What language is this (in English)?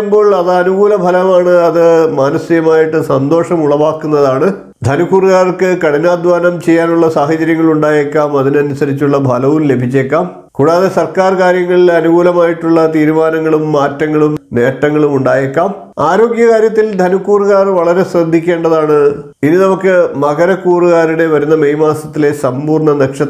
Malayalam